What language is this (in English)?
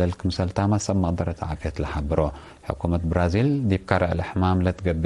Tigre